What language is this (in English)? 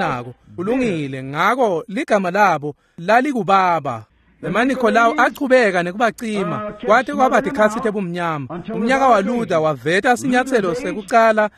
Swati